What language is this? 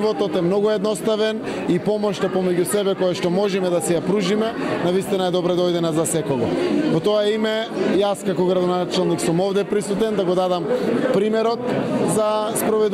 Macedonian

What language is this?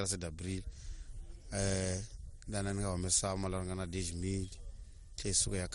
Tsonga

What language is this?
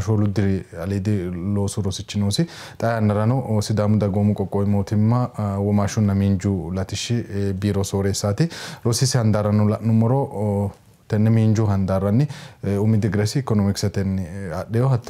Sidamo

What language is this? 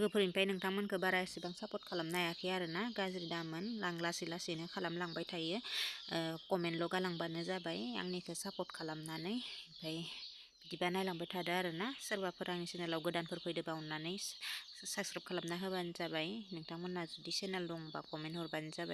Bodo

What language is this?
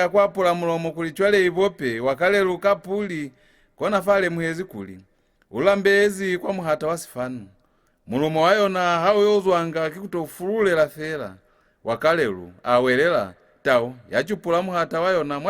Lozi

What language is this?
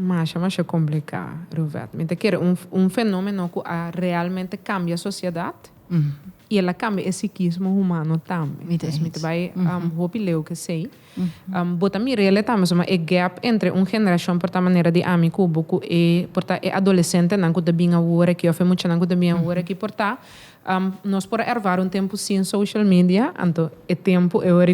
Papiamento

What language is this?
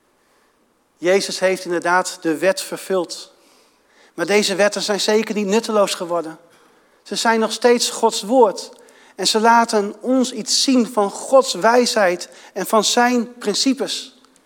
Dutch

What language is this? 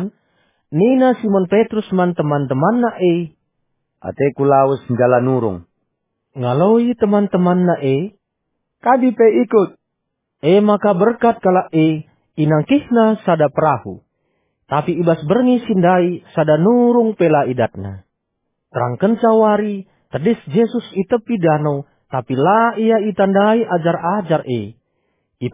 Batak Karo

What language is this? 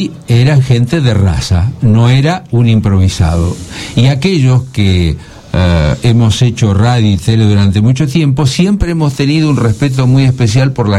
Spanish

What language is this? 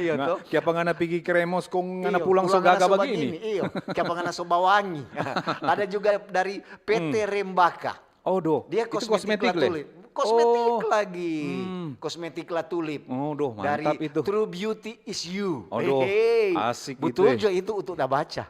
Manado Malay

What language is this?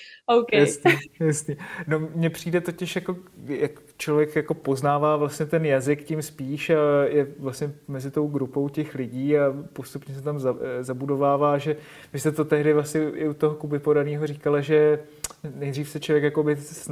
Czech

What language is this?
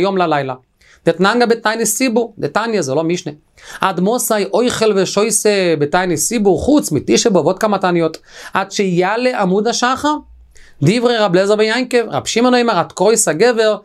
Hebrew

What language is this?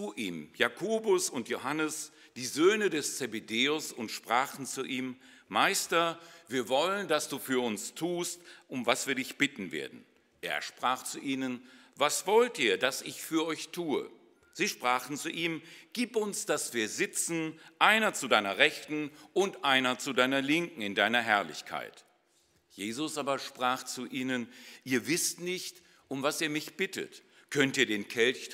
German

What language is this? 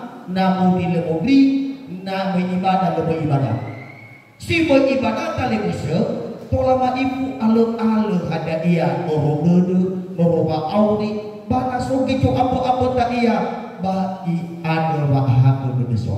Nias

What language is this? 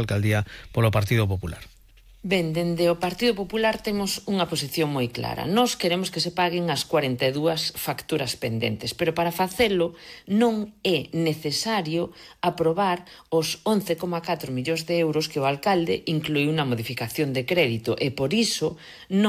Galician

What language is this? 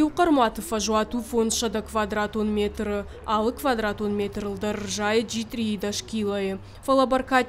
Ossetic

